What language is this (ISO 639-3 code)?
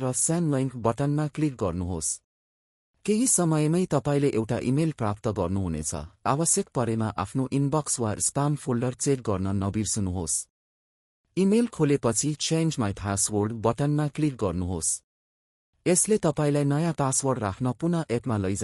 nep